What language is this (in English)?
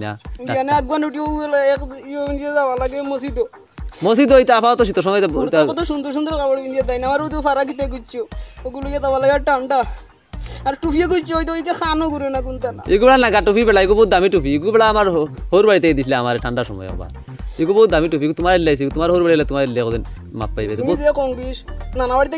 Sylheti